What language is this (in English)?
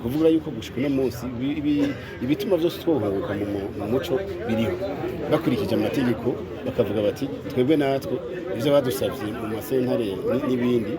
Rundi